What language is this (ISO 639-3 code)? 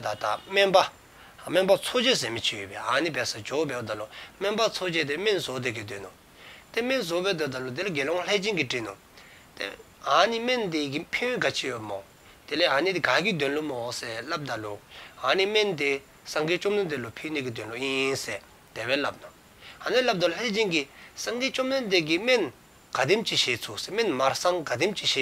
dzo